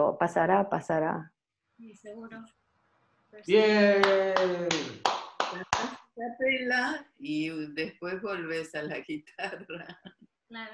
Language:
Spanish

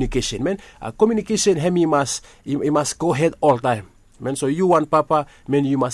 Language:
Bislama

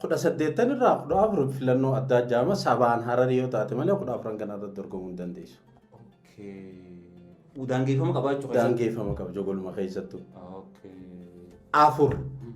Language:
Oromo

